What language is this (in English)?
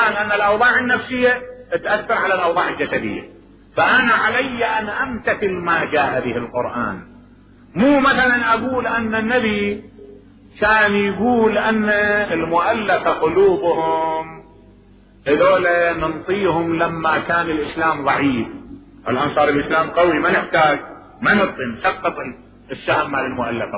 Mesopotamian Arabic